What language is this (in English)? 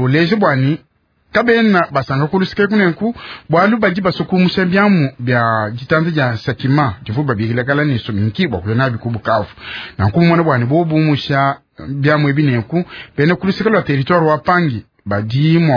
Luba-Lulua